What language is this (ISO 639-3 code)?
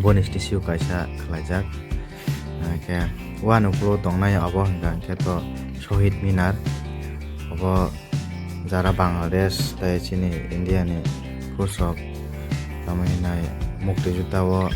trp